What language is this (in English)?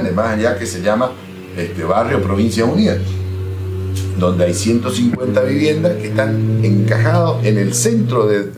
Spanish